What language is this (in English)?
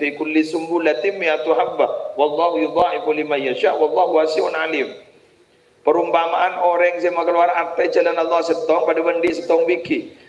Madurese